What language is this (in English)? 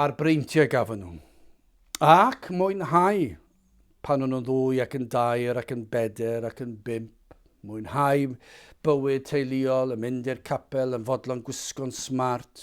Welsh